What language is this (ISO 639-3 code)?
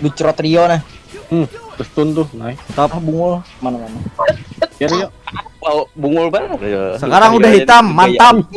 bjn